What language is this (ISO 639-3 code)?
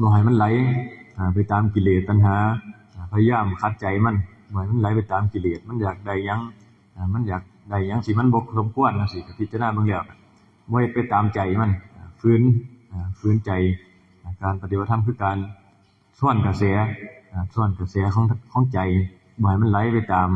tts